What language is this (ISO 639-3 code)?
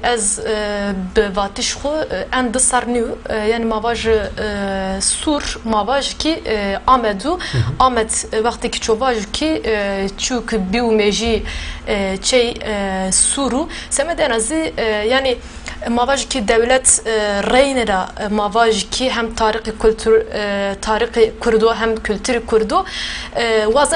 zza